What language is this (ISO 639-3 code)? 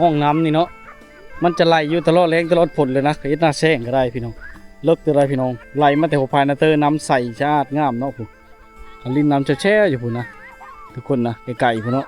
lao